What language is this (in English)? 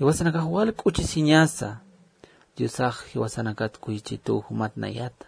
Aymara